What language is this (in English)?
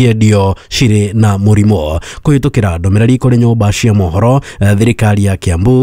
Kikuyu